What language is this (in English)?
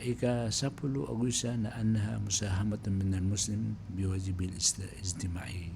Maranao